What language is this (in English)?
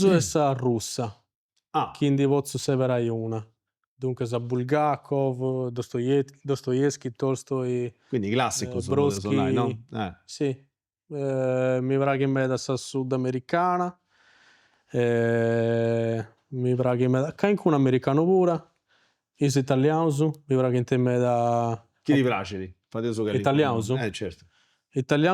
Sardinian